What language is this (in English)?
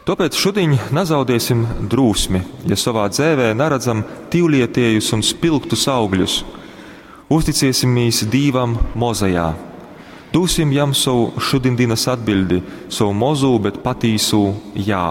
Latgalian